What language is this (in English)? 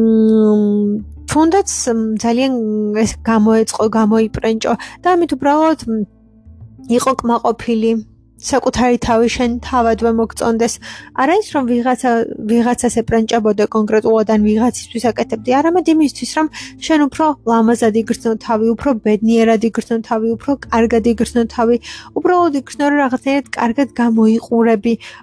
Georgian